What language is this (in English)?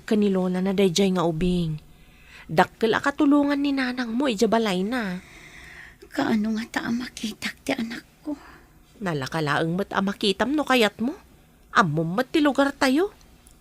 Iloko